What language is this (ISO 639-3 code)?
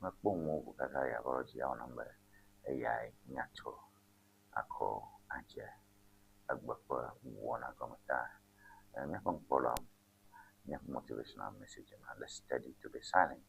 ewe